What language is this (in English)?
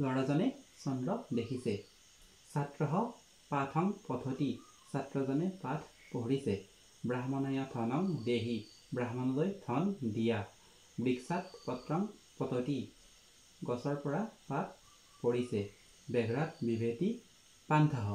Assamese